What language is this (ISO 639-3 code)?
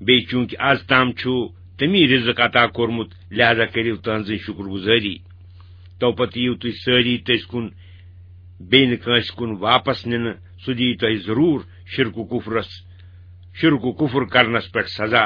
kas